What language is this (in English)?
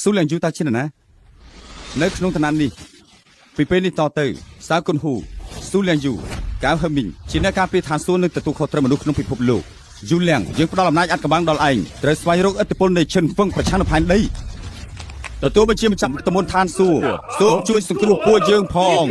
Khmer